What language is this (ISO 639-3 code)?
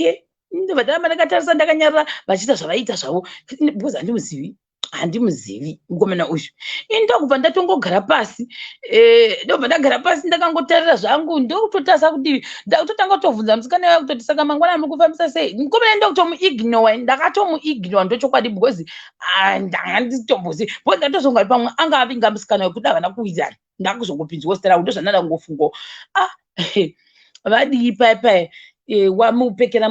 sna